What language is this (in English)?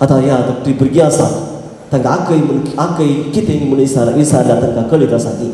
Konkani